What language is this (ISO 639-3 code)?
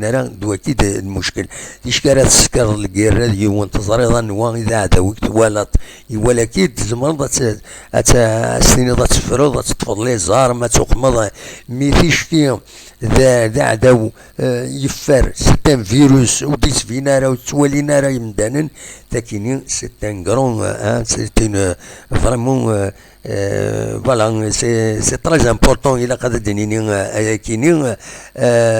kab